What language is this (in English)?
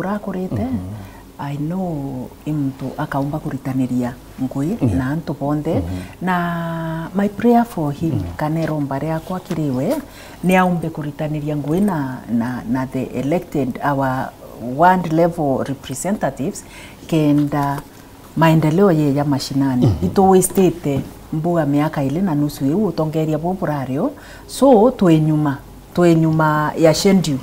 Meru